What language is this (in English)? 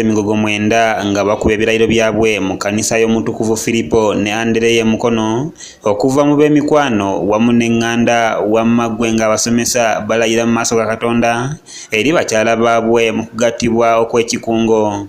Ganda